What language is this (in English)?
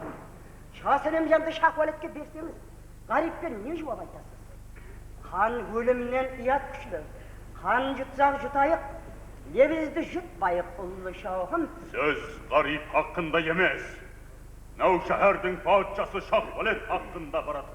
Kara-Kalpak